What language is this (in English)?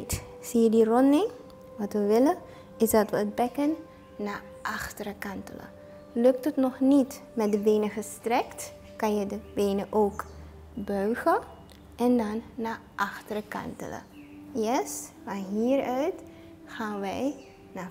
Dutch